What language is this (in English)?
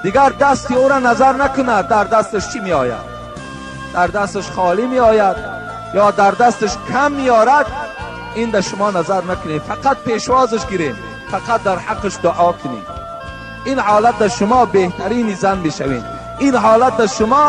Tajik